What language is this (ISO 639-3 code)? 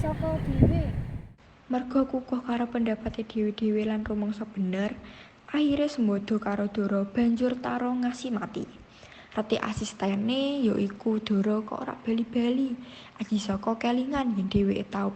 jav